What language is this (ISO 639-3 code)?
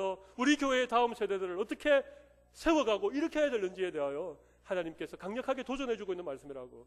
kor